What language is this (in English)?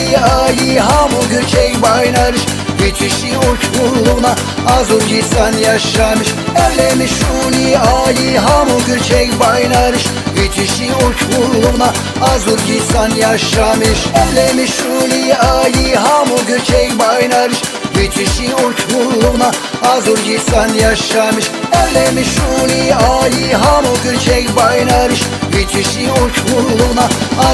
Tabassaran